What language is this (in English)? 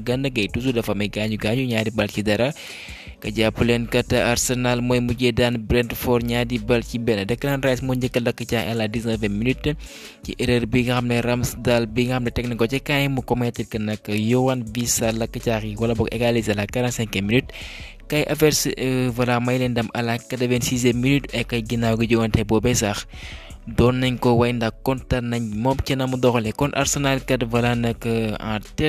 Wolof